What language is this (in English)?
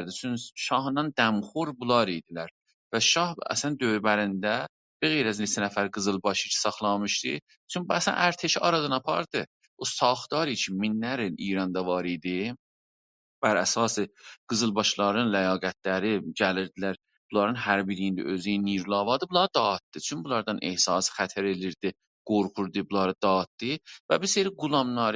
South Azerbaijani